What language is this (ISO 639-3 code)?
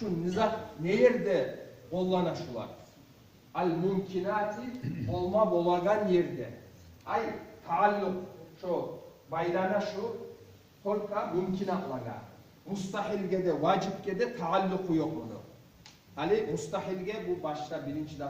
kum